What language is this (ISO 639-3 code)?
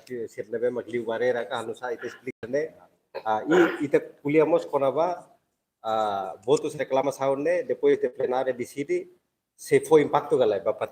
tet